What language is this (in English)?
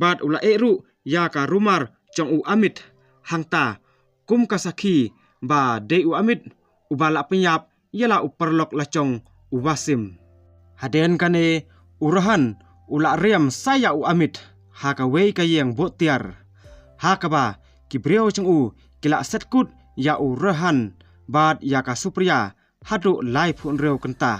Khasi